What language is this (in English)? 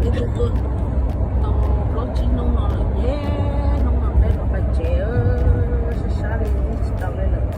Hmong